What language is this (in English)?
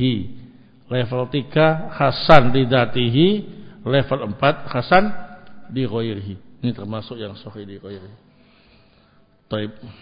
Indonesian